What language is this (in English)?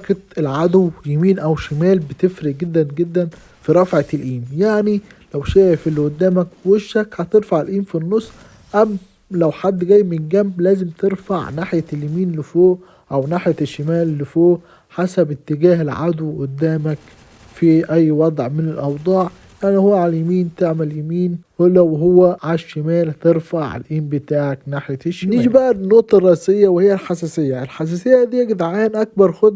Egyptian Arabic